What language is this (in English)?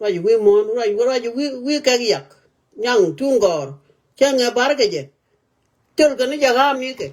Nuer